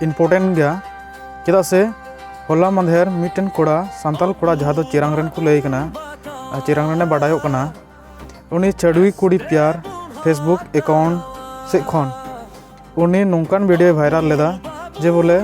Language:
Santali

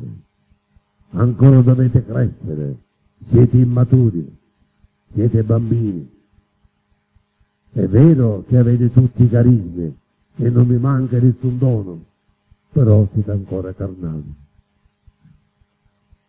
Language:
Italian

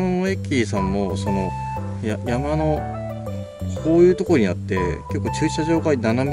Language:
Japanese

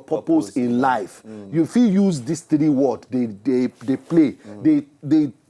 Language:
Nigerian Pidgin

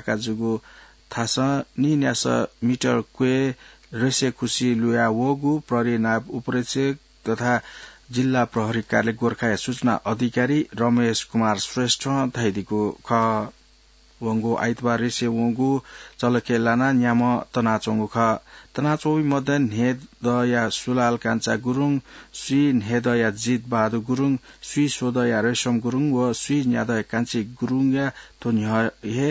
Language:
Newari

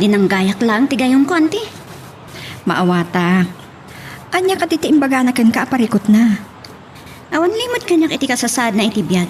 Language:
Iloko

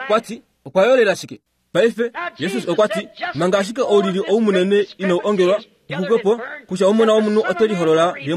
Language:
Kuanyama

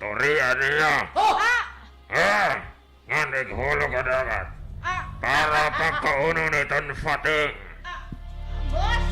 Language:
Waray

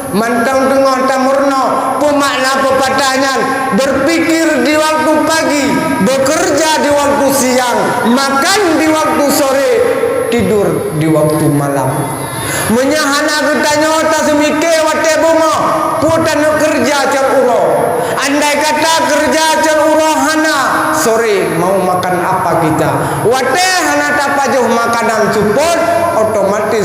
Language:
Achinese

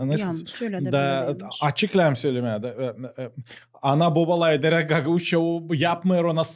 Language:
Gagauz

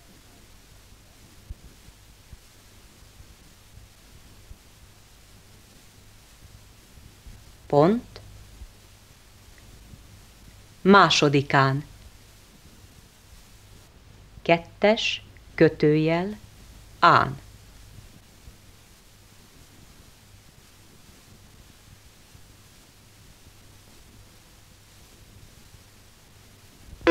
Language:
Hungarian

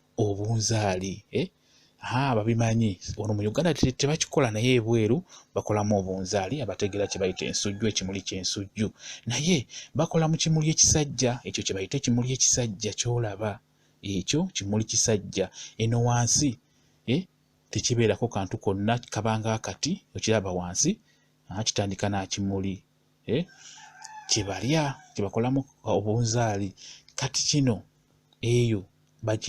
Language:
Ganda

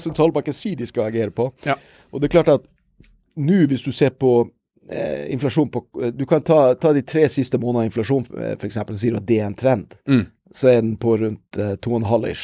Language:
Norwegian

